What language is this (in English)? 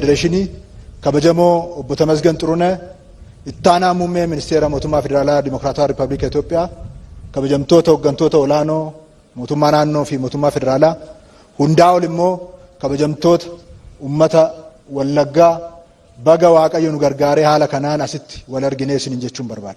Oromo